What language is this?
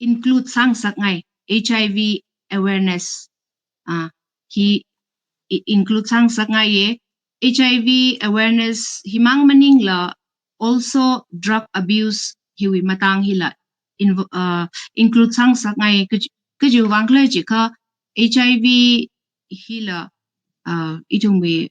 Tangkhul Naga (India)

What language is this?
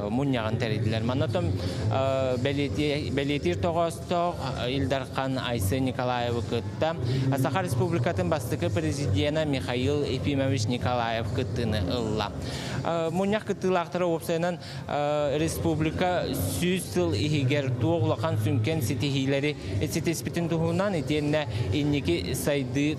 Yakut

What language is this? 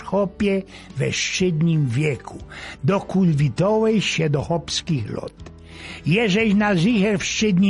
Silesian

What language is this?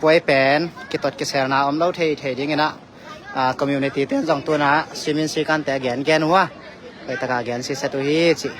Tedim Chin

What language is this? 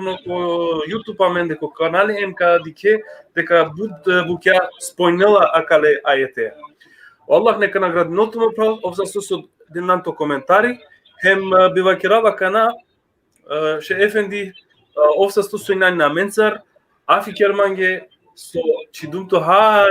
Balkan Romani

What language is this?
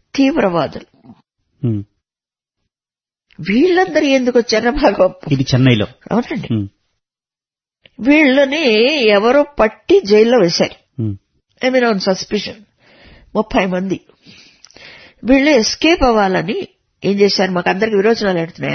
Telugu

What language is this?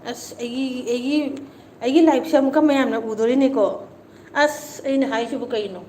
Manipuri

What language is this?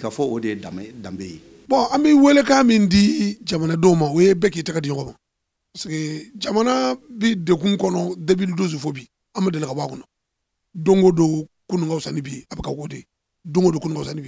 Bambara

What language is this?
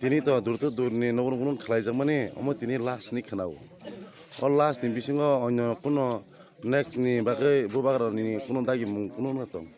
Kok Borok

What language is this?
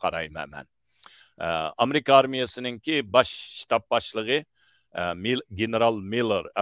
Uyghur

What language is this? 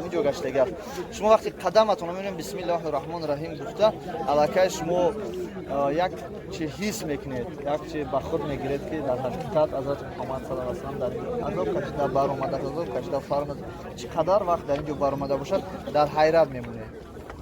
Tajik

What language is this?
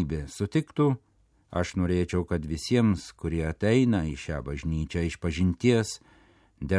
Lithuanian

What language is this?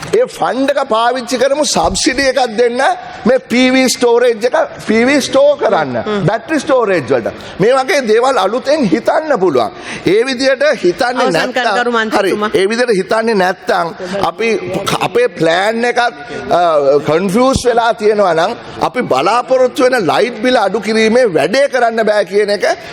Sinhala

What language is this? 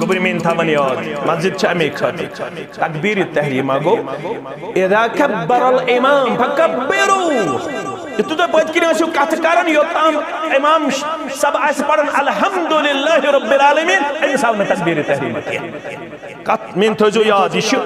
Kashmiri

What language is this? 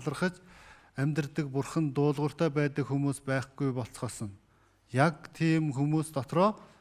Mongolian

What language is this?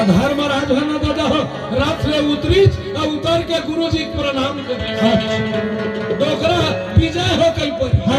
Chhattisgarhi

